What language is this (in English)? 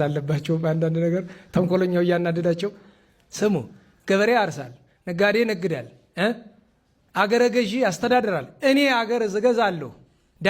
Amharic